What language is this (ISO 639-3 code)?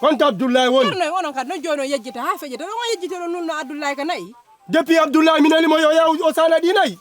ful